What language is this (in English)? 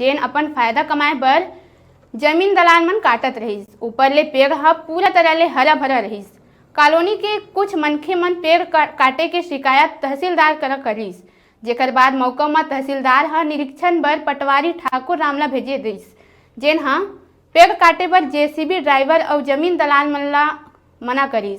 Chhattisgarhi